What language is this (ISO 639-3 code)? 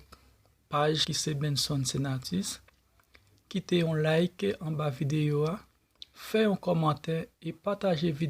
hat